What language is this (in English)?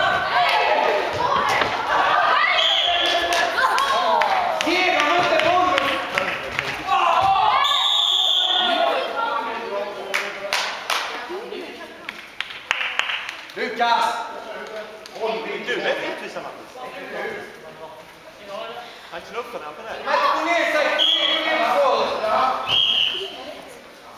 Swedish